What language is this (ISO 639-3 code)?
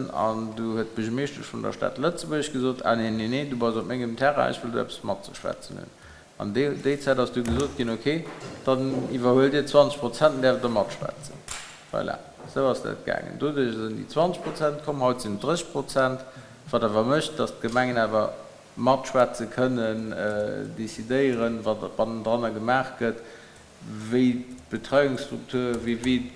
ltz